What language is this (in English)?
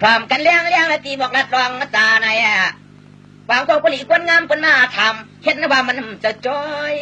Shan